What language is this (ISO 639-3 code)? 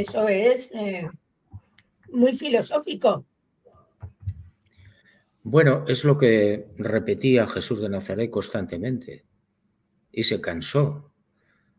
spa